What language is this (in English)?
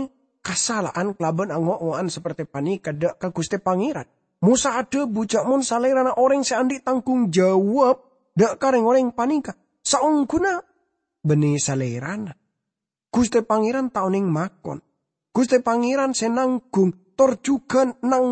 Madurese